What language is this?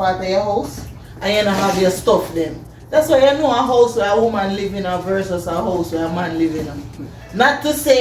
Jamaican Creole English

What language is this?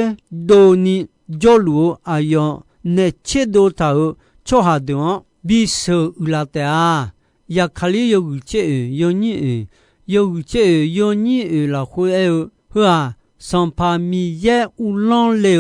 Akha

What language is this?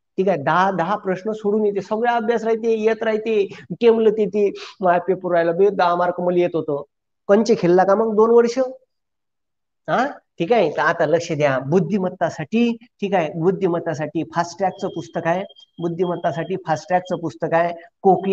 Marathi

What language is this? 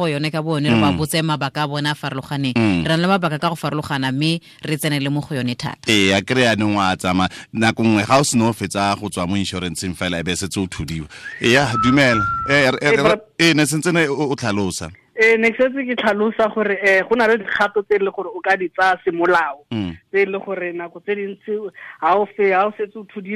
Tswana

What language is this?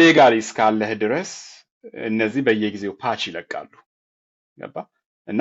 Amharic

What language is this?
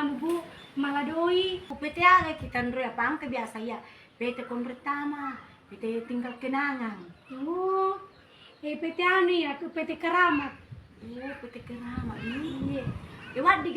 Buginese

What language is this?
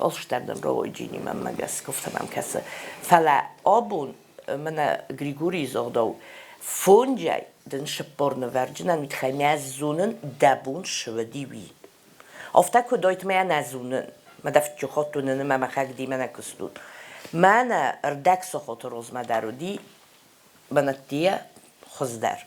Ossetic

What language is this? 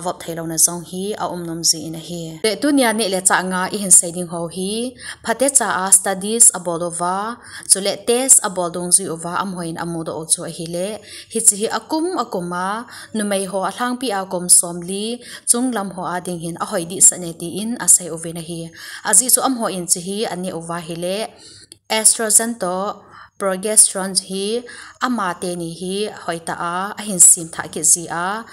Thado Chin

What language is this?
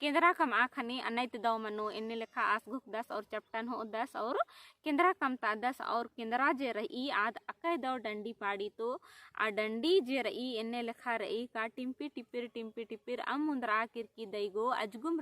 Kurukh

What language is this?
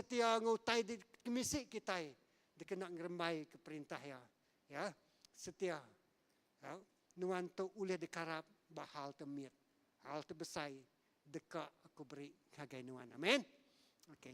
Iban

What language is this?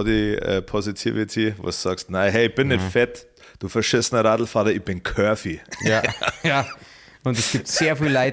Bavarian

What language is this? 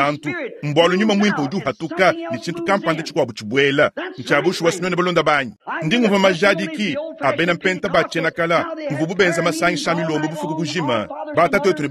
Luba-Lulua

